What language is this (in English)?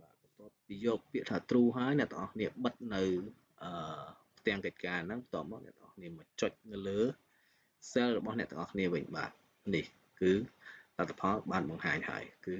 Khmer